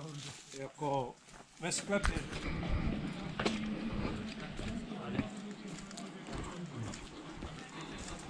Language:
Czech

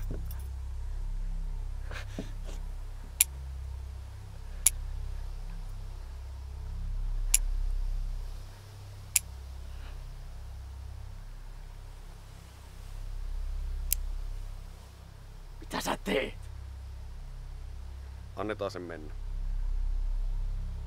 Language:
Finnish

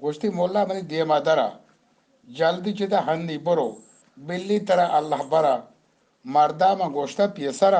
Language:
Eastern Balochi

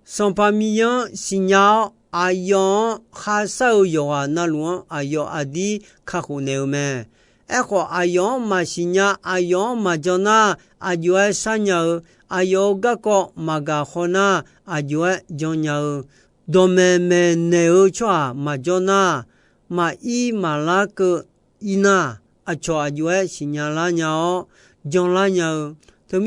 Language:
Akha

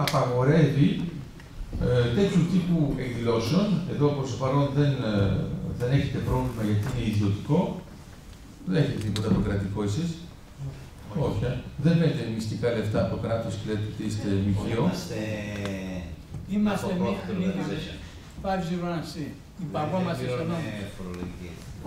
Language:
Greek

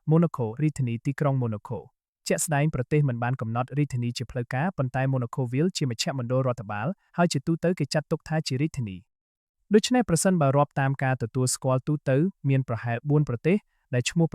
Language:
Khmer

